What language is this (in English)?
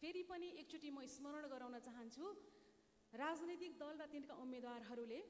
Nepali